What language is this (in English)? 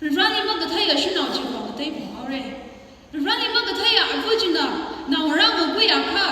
Tangkhul Naga (India)